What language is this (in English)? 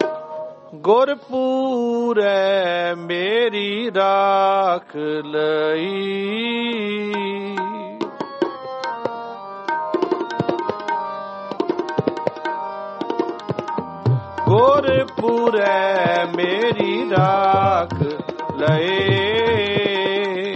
Punjabi